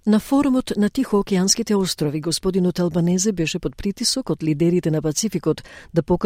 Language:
Macedonian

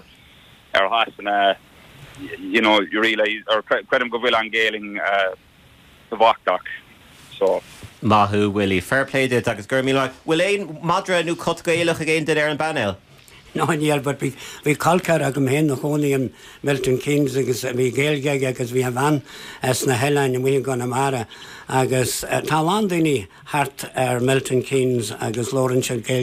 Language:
Irish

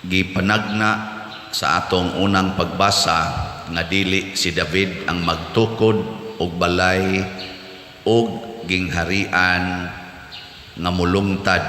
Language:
Cebuano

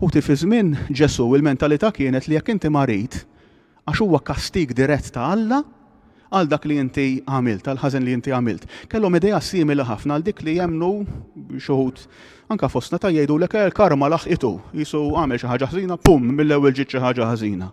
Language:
Maltese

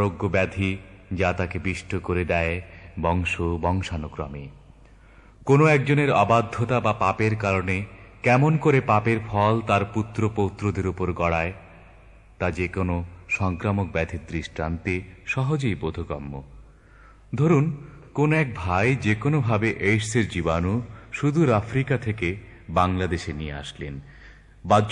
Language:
Bangla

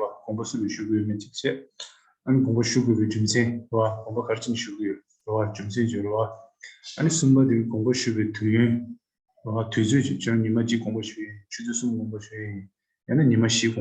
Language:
Tibetan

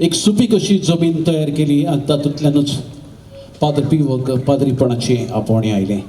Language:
Konkani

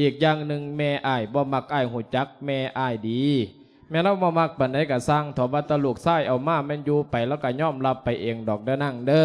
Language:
Lao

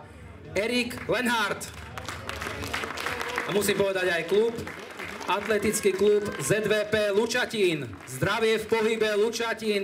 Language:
Slovak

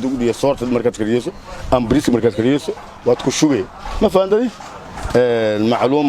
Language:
Somali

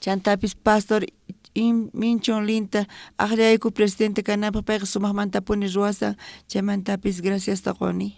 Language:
South Bolivian Quechua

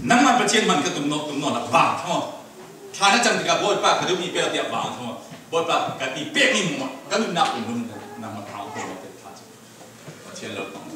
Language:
Falam Chin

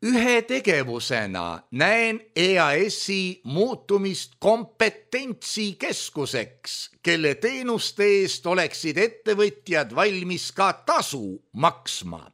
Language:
Estonian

